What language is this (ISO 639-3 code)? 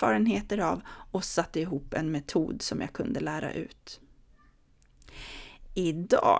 swe